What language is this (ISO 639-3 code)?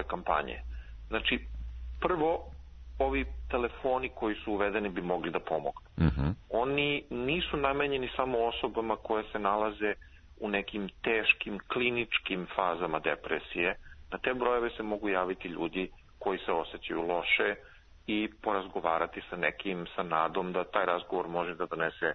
srp